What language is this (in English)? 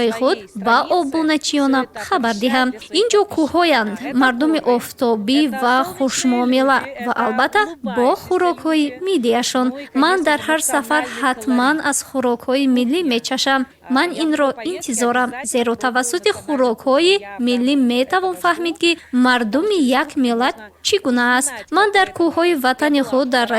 Tajik